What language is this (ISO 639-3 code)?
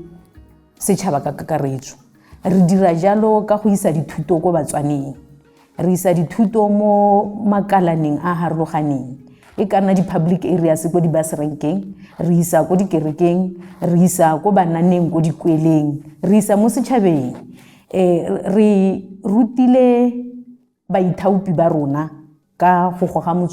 tsn